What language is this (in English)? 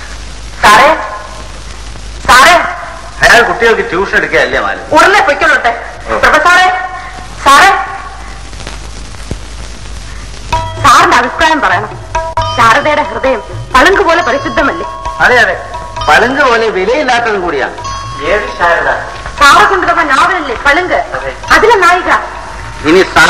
Malayalam